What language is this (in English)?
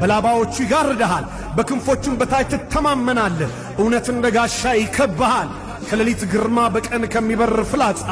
Amharic